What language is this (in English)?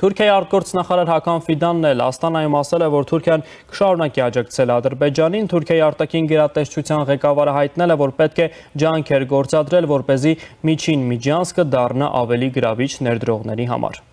Armenian